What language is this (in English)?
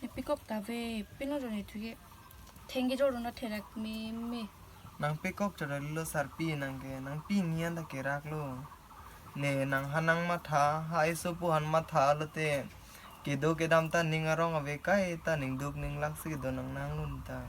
Karbi